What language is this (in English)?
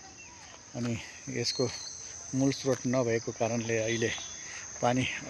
Nepali